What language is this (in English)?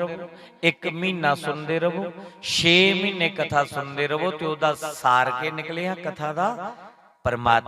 Dogri